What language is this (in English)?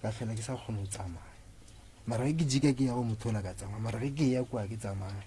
Northern Sotho